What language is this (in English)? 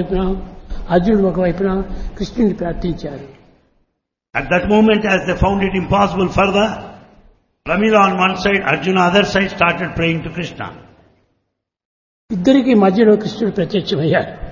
Telugu